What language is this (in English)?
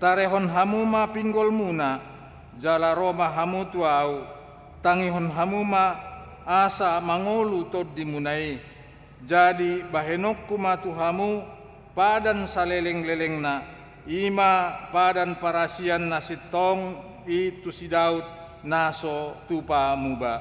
Batak Toba